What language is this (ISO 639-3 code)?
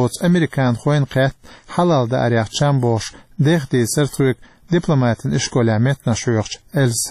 che